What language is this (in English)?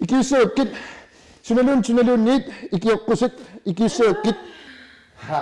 Kalaallisut